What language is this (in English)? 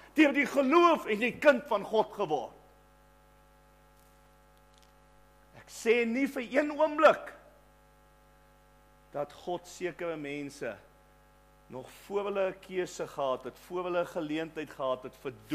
Afrikaans